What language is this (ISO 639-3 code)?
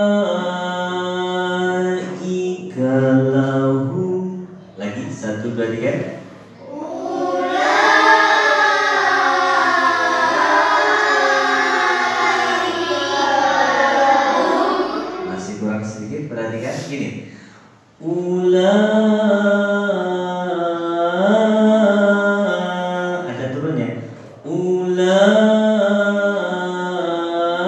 ind